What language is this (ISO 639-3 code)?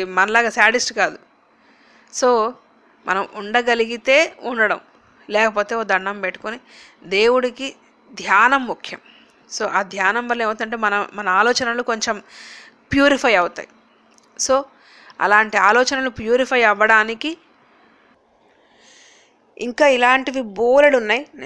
tel